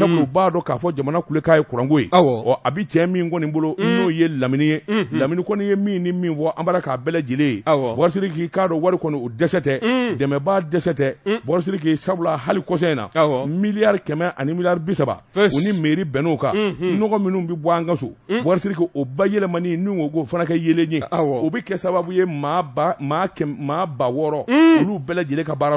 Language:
Bambara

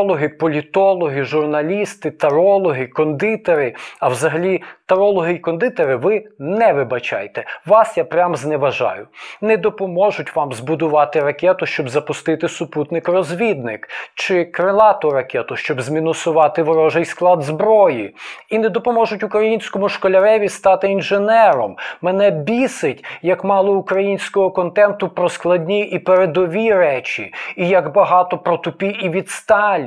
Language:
Ukrainian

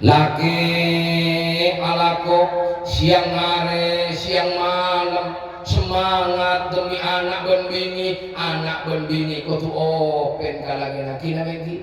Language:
Madurese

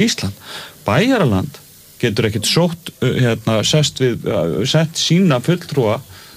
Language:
Icelandic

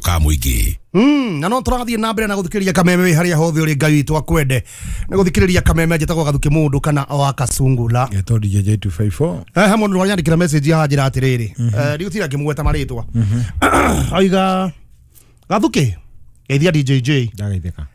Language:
Kikuyu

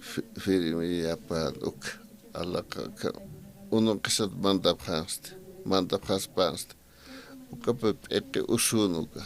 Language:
Aymara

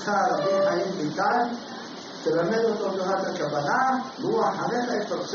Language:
Hebrew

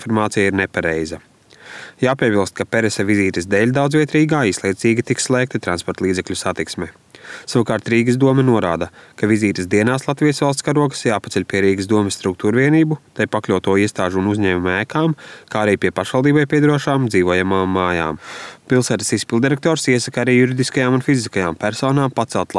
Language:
Latvian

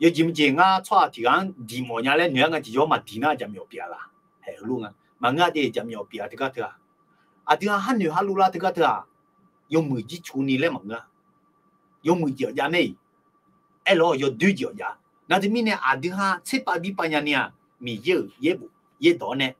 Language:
Akha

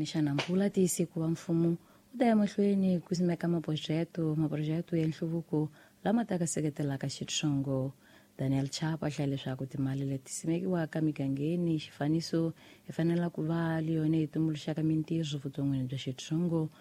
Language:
Tsonga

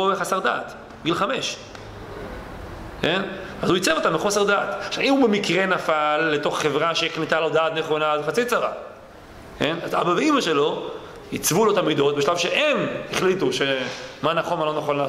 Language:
Hebrew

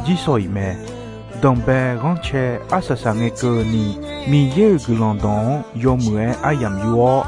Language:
Akha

